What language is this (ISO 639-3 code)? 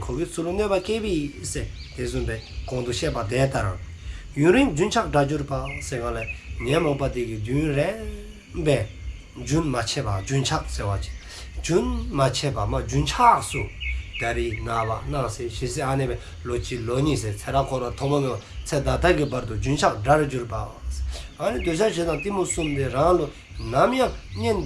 dzo